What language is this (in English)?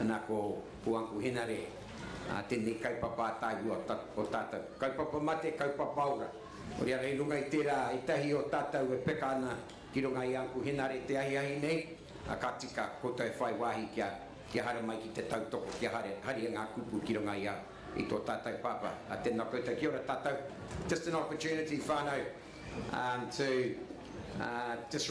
Māori